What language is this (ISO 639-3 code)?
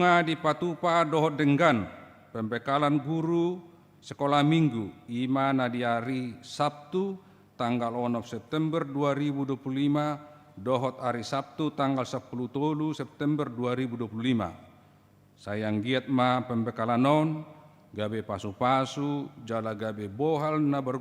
bbc